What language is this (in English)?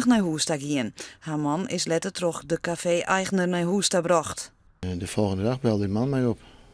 Western Frisian